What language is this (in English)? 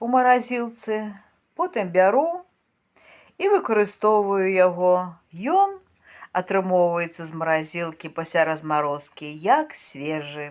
Belarusian